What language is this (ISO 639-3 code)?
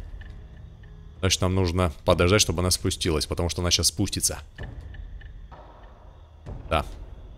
rus